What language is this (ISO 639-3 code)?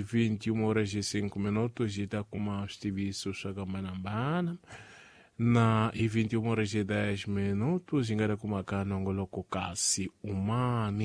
tso